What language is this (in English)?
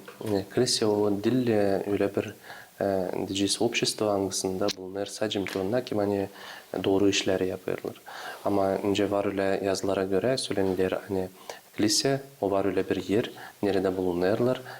Gagauz